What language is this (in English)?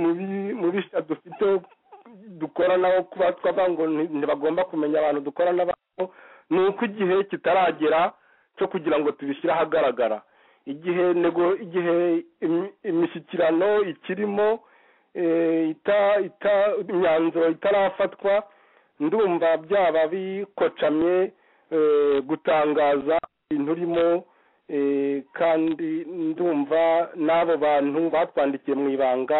Kinyarwanda